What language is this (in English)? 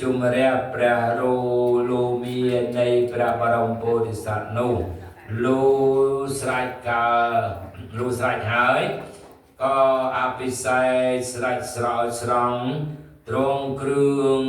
Khmer